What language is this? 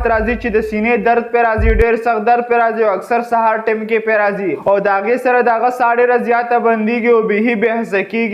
Pashto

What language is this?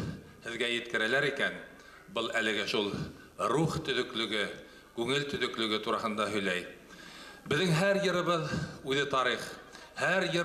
Bashkir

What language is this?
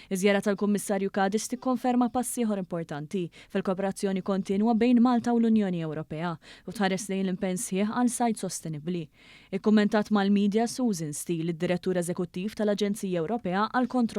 Maltese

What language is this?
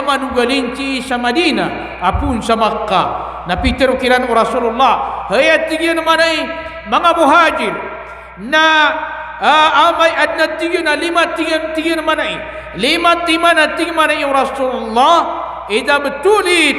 Maranao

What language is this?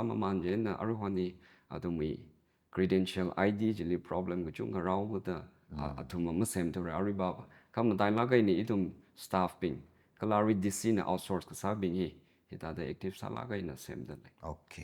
Tangkhul Naga (India)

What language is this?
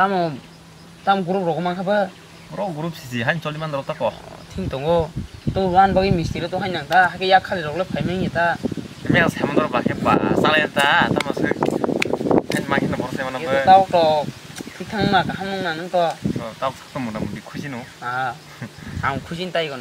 Kok Borok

